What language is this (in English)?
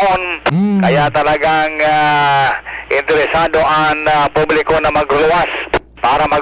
Bikol